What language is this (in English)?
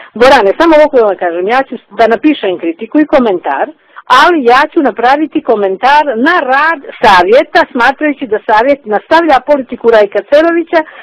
Bosnian